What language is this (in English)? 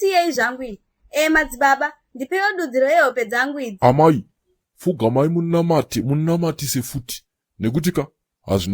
Shona